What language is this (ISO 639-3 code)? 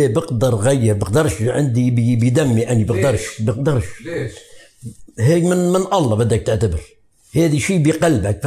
apc